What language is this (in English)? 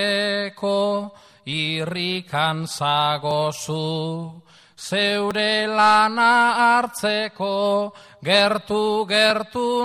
Basque